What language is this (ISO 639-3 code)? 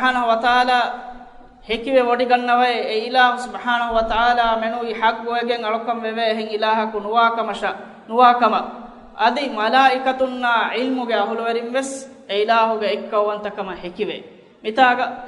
div